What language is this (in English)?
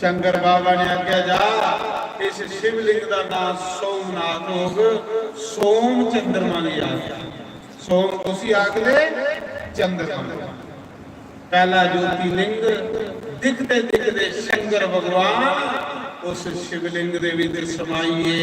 Dogri